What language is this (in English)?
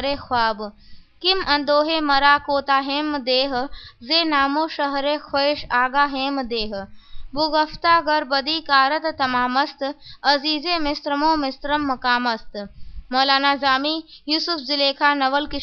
Hindi